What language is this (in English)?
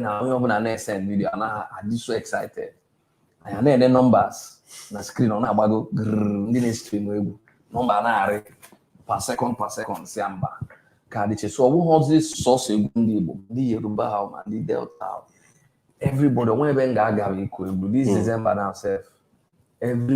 Igbo